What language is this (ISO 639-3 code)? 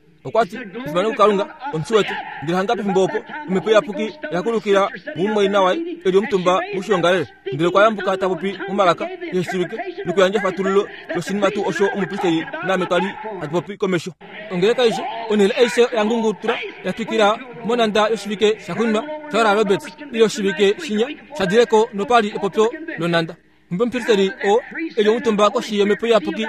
kua